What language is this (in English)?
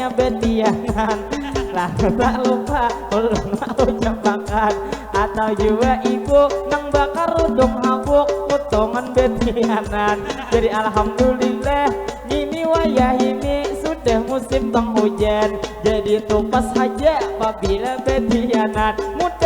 Banjar